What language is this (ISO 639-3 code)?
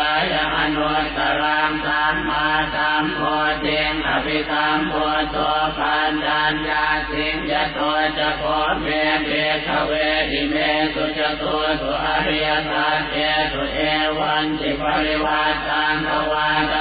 pli